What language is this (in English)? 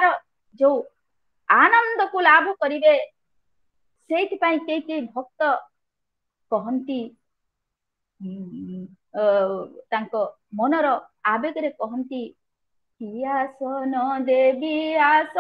Odia